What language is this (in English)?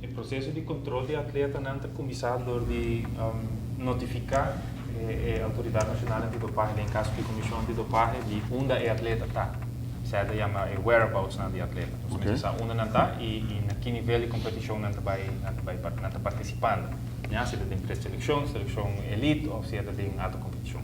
Papiamento